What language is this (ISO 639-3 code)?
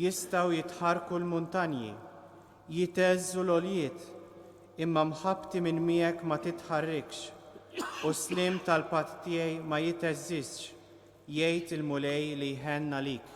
mlt